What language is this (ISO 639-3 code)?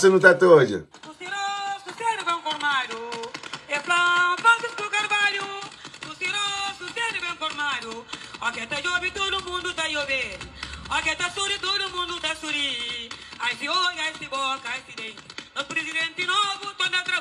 kea